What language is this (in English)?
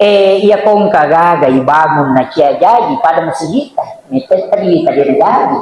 Buginese